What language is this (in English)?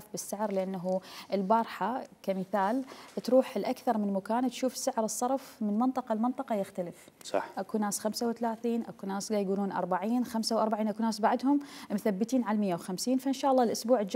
Mesopotamian Arabic